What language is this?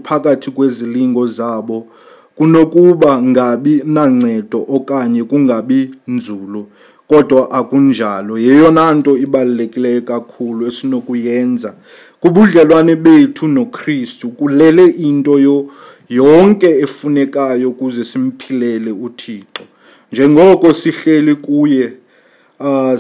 Xhosa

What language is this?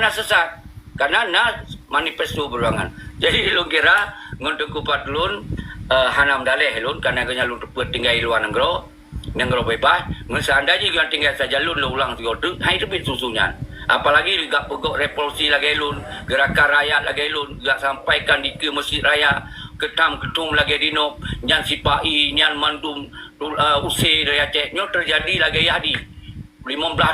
Achinese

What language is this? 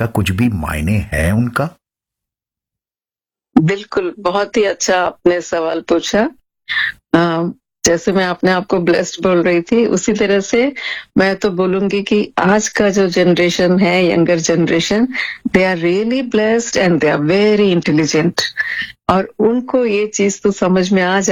Hindi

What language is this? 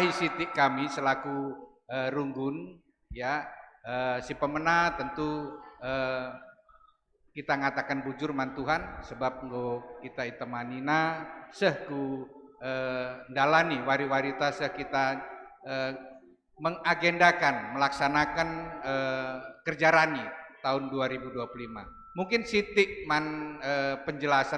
Batak Karo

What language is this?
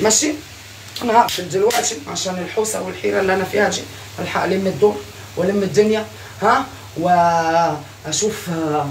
Egyptian Arabic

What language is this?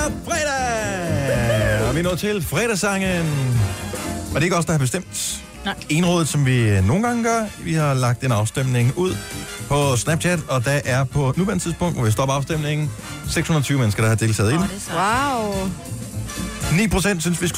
Danish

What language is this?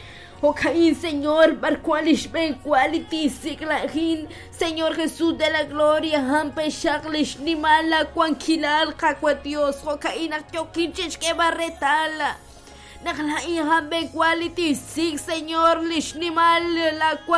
Kekchí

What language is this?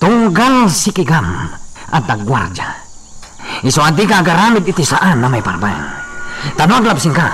Iloko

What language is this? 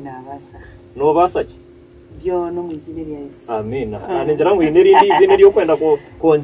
Nyankole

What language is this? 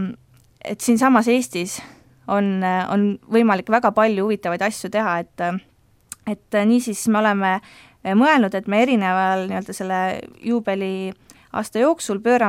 Estonian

